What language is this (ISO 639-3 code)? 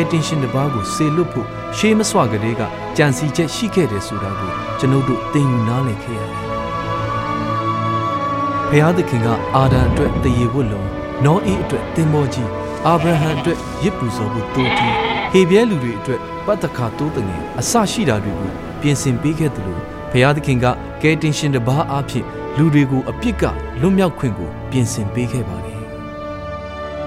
mya